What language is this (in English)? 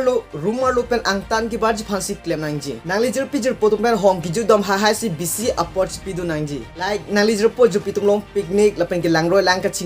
Karbi